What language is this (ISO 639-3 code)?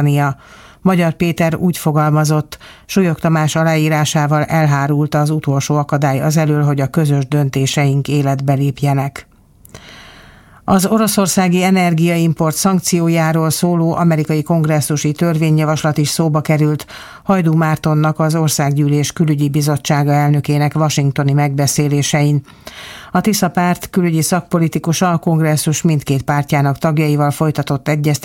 hun